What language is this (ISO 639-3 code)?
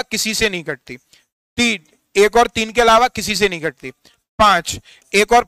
hin